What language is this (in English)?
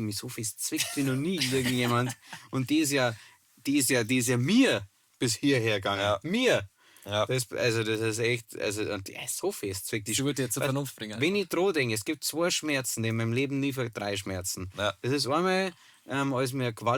Bavarian